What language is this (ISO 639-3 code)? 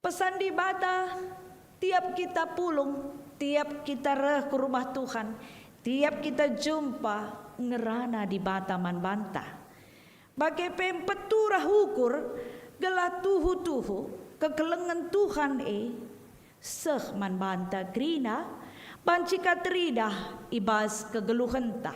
btx